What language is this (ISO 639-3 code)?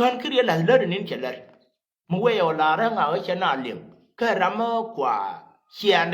nus